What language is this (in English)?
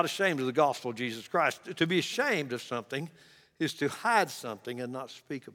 English